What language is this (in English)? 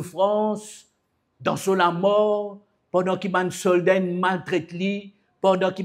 Morisyen